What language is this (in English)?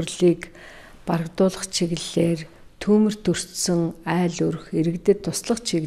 Mongolian